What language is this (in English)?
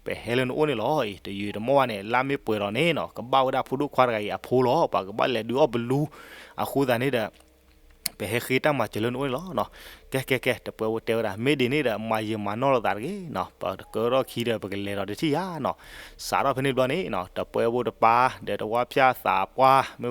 S'gaw Karen